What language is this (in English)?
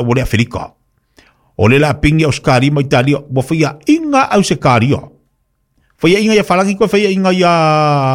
Samoan